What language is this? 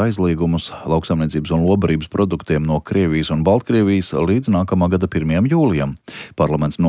Latvian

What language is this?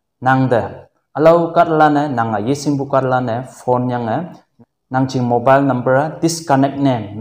Konyak Naga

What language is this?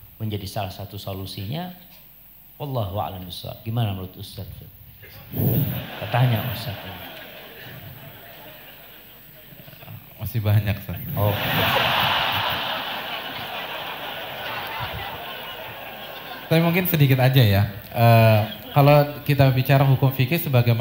Indonesian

